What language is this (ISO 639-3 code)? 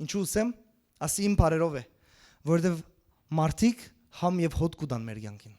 hyw